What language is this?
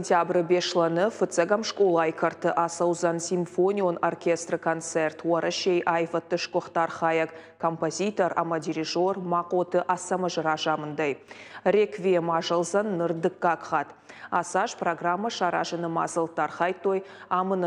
Ossetic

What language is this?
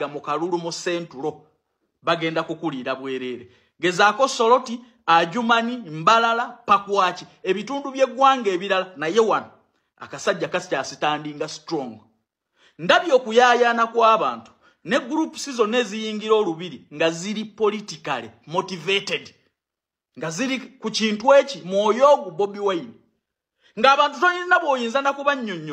Ganda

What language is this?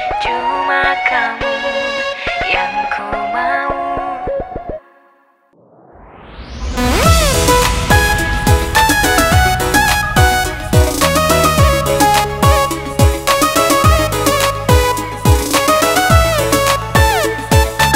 Indonesian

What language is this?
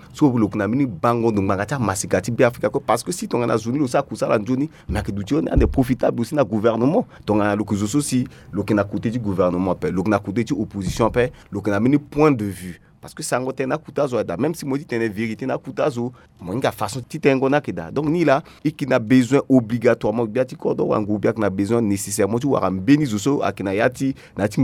Sango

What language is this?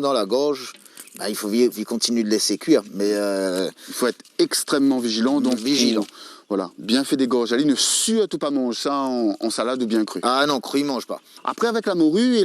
Réunion Creole French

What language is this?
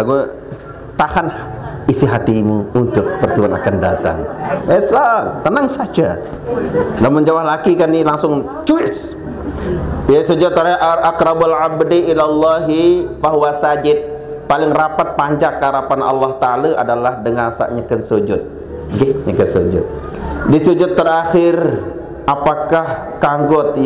Sasak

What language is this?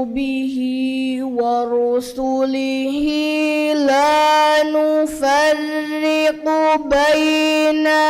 Divehi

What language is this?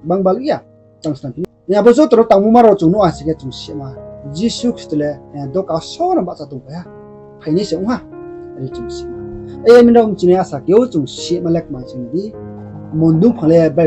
Riang (India)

